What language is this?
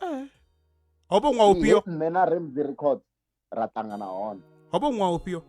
Venda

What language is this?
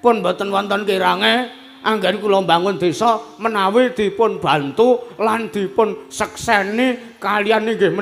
Javanese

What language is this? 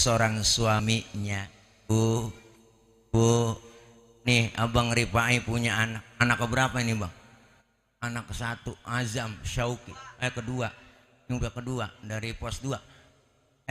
Betawi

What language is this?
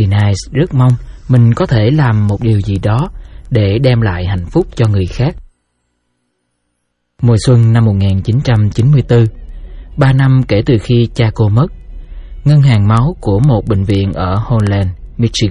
Vietnamese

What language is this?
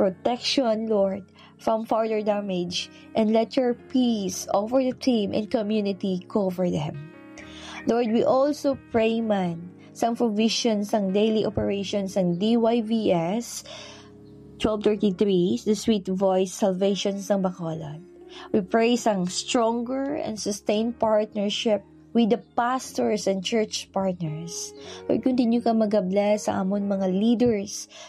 Hiligaynon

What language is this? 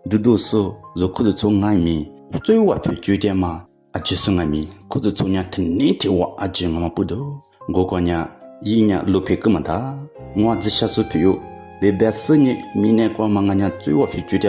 Lisu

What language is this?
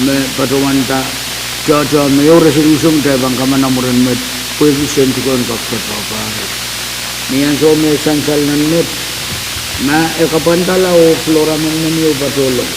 Pohnpeian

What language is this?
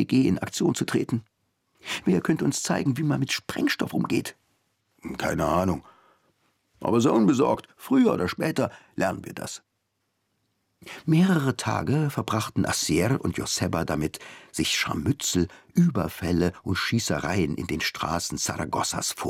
German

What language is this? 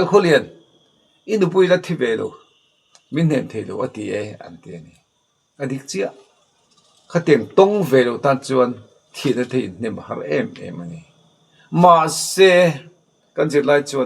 Mizo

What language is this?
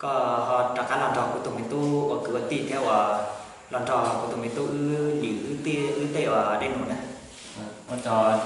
Hmong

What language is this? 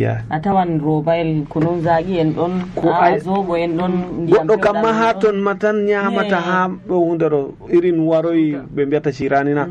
Nigerian Fulfulde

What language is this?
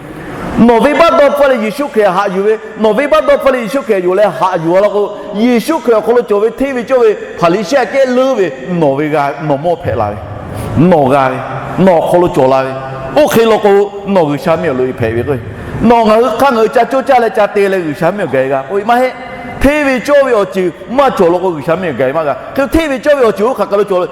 Lahu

